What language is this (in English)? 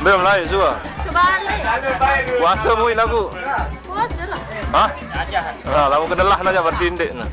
Sasak